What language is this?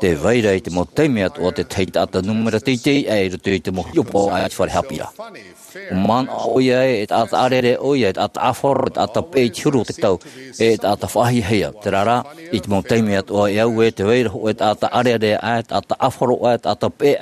Tahitian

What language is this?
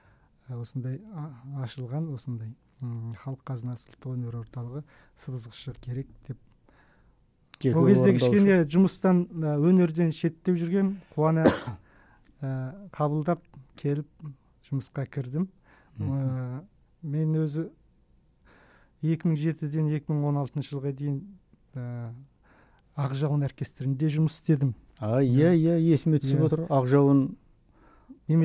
Kazakh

